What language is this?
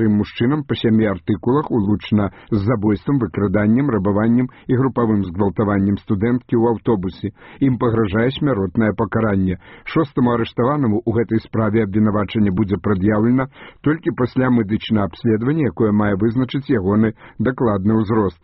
Belarusian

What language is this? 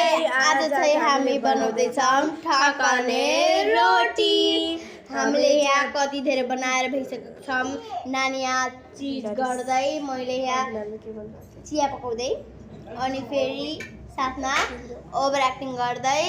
Nepali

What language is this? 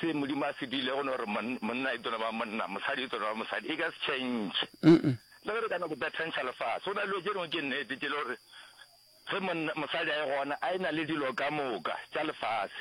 Northern Sotho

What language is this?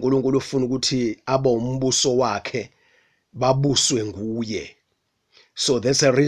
Zulu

